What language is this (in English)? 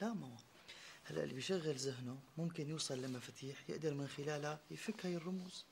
North Levantine Arabic